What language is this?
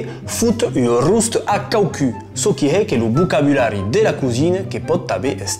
Occitan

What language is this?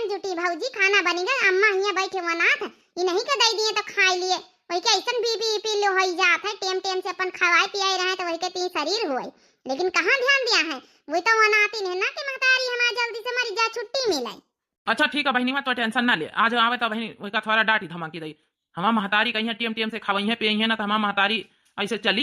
Awadhi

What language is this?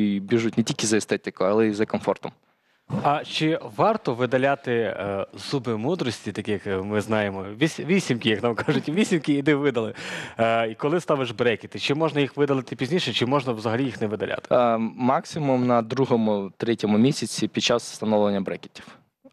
Ukrainian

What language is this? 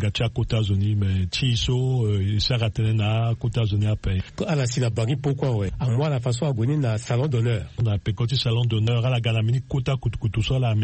Sango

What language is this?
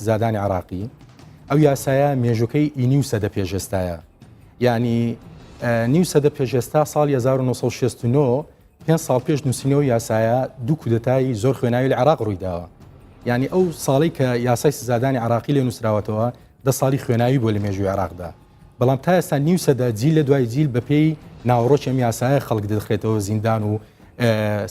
Central Kurdish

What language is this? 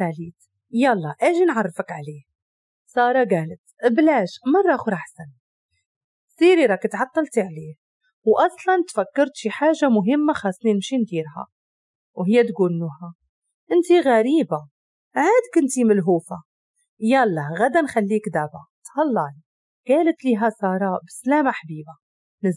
Moroccan Arabic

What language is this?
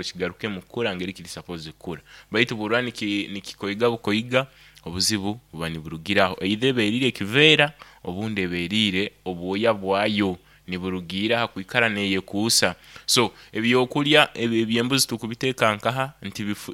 Nyoro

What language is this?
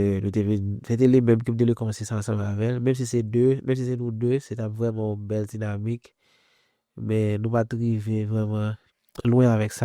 Haitian Creole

